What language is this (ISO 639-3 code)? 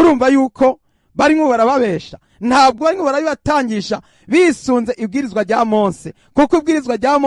run